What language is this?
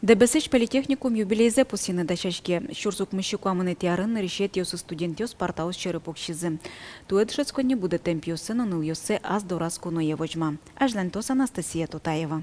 Udmurt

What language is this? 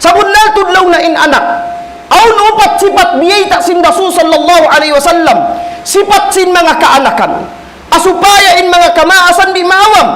Tausug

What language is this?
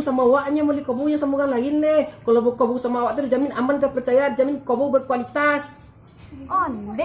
Minangkabau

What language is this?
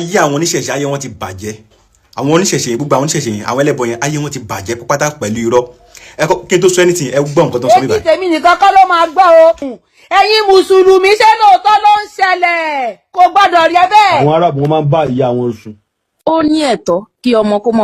Yoruba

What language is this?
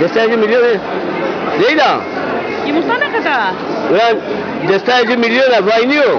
Zaza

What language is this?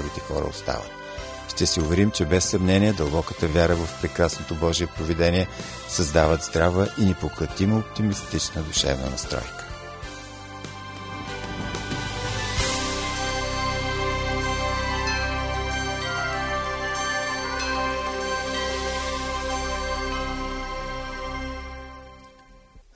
Bulgarian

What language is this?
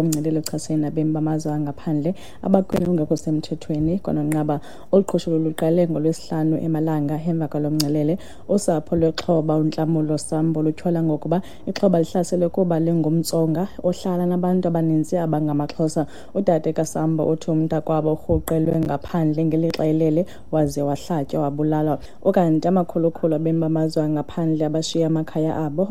Xhosa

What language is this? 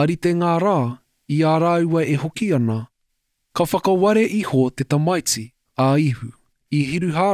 Māori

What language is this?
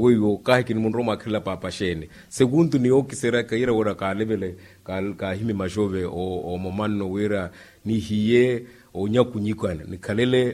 Makhuwa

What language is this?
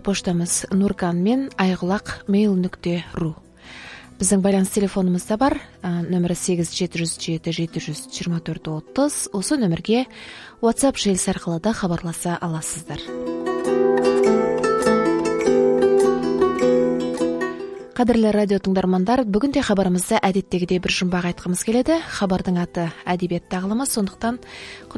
Kazakh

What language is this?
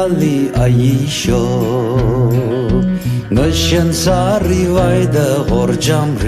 Tangkhul Naga (India)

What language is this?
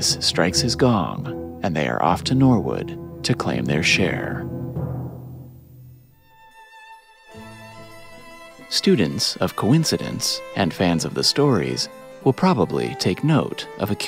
English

